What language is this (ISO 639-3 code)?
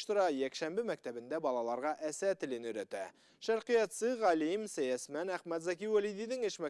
bak